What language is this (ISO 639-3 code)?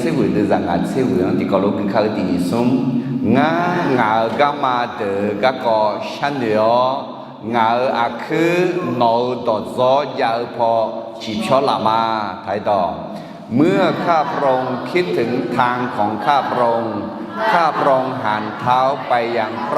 ahk